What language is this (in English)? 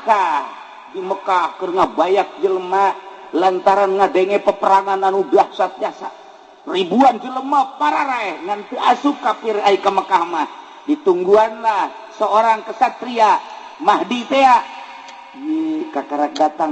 Sundanese